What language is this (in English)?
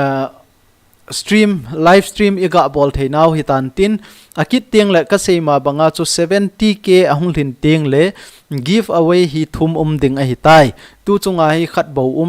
Thado Chin